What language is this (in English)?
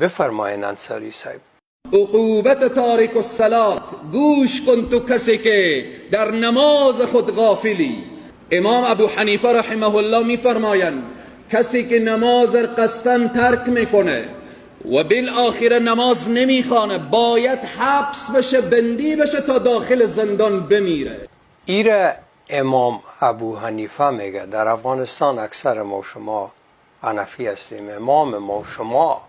Persian